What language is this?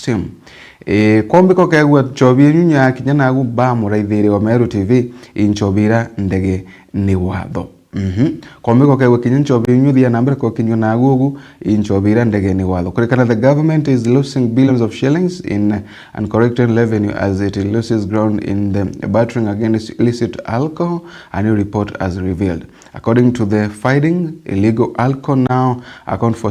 Meru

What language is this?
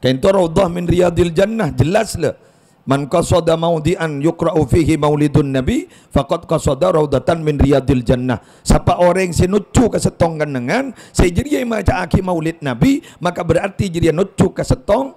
Madurese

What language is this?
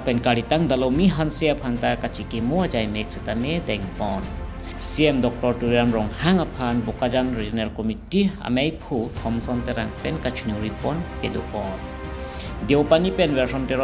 Karbi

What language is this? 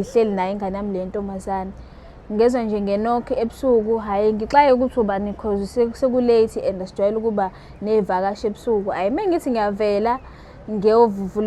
Zulu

